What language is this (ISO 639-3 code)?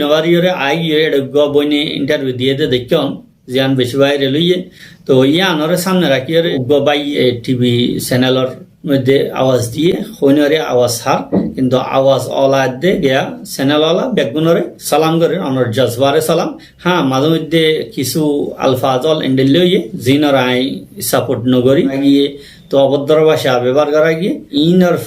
rhg